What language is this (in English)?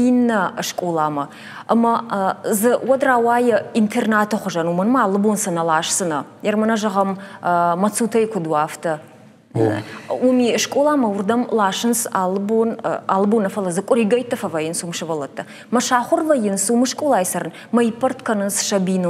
Ossetic